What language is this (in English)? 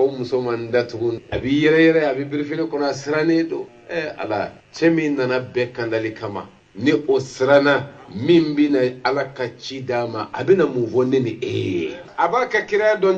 Bambara